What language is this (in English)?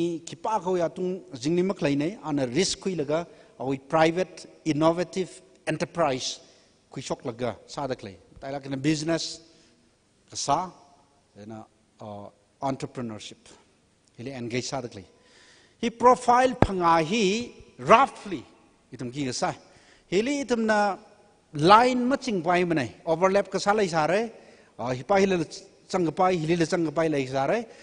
Tangkhul Naga (India)